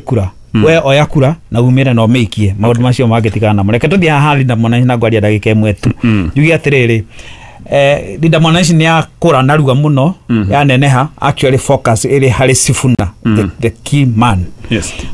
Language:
Kikuyu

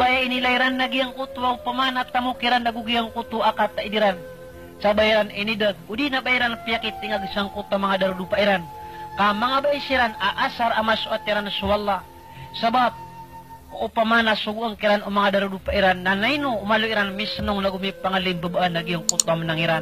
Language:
Maranao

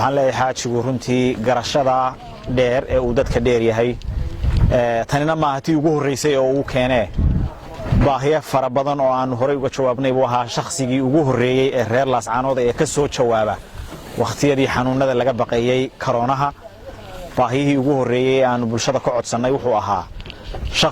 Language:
Somali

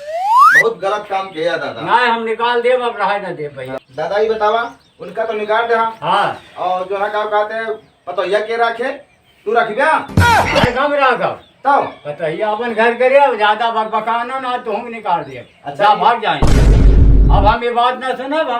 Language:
Awadhi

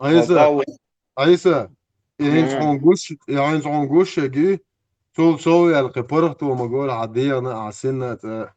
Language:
Chechen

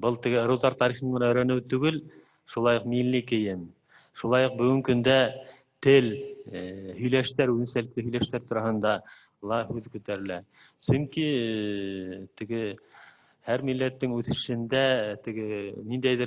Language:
Bashkir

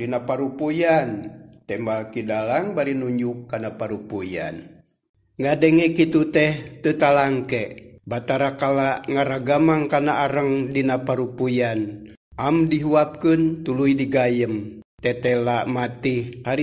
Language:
Sundanese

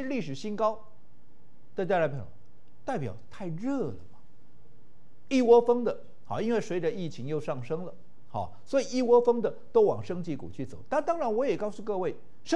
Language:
Chinese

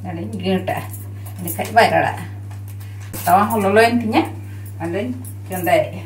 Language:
Santali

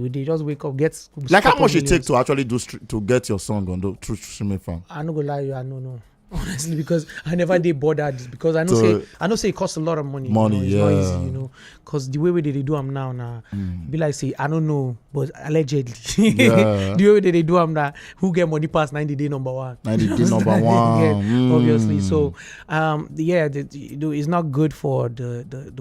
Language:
Nigerian Pidgin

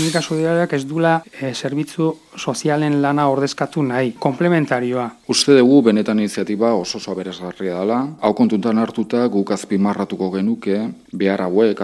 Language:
Basque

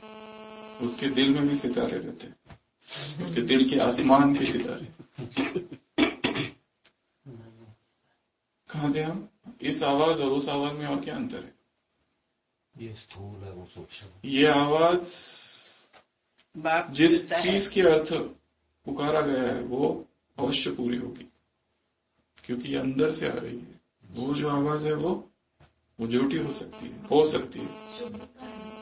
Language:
Hindi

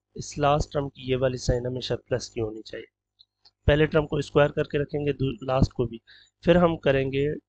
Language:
Hindi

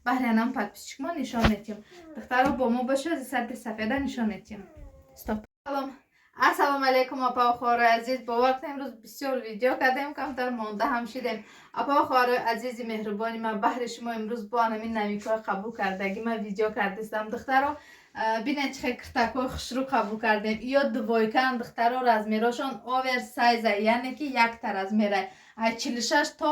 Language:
Tajik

